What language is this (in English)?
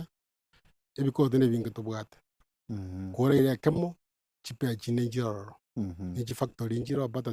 Gusii